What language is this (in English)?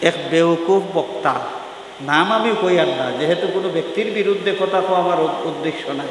Sylheti